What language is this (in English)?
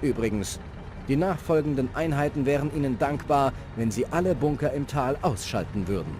Bavarian